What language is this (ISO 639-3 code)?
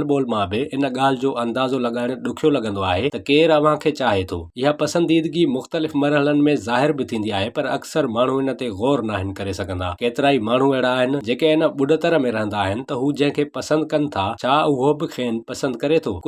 snd